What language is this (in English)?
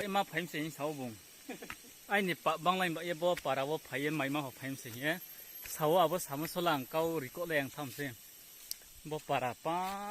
Riang (India)